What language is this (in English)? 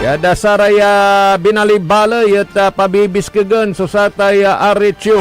Pangasinan